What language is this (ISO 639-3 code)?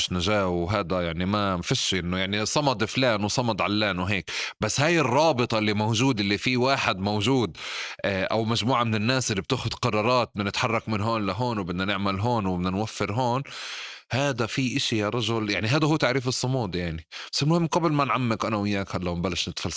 apc